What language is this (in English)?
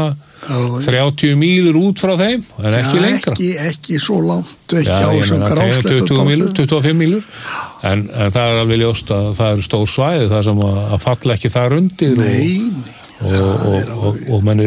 Icelandic